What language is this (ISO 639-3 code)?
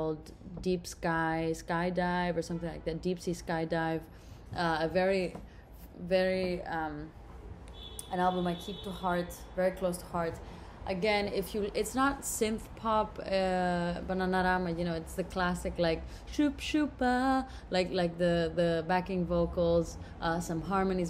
eng